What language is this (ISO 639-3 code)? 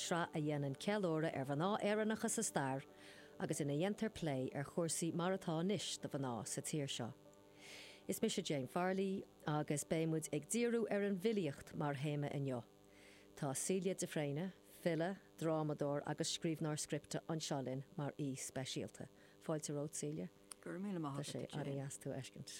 gle